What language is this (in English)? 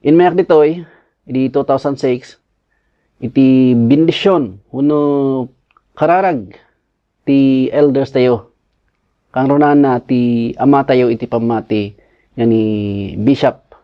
Iloko